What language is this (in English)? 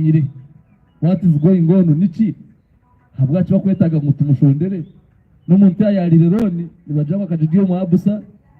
Nyankole